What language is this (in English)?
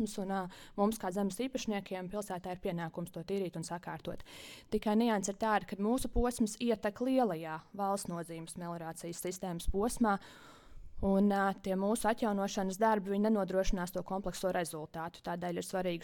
Latvian